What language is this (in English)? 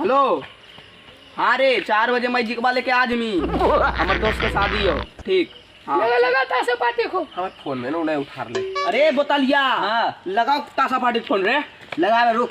Magahi